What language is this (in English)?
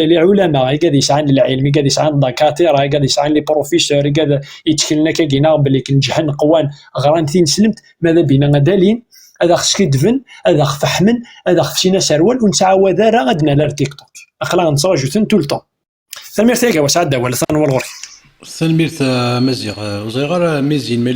Kabyle